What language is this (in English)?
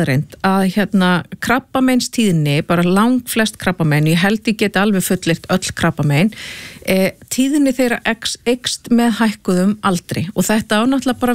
Icelandic